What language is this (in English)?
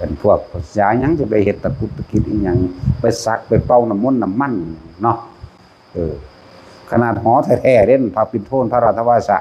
Northeastern Thai